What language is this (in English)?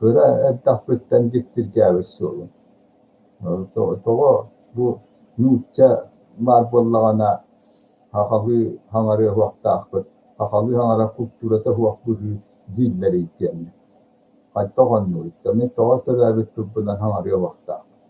Yakut